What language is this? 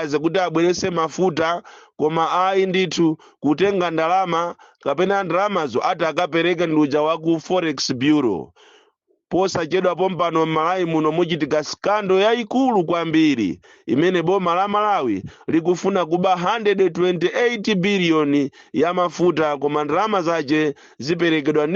Nyanja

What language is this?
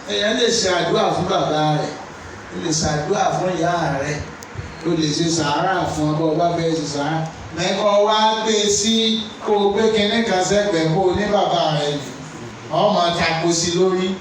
Yoruba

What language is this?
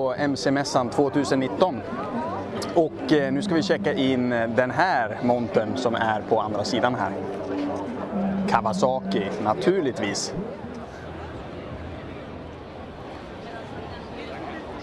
Swedish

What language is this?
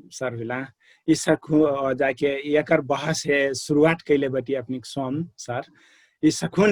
Dangaura Tharu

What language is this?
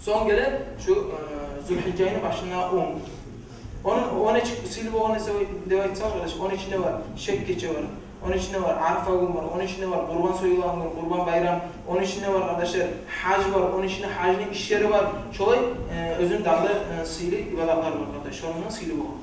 Kumyk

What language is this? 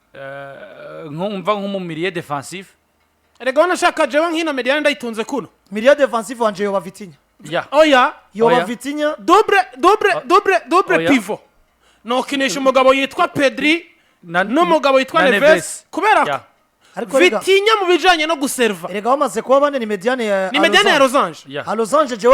Rundi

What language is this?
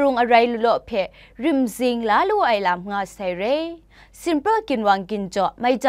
Kachin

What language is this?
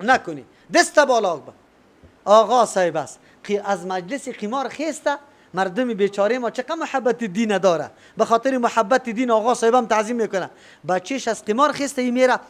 Persian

